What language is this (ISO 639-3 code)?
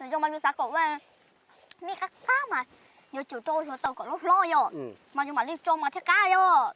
hmn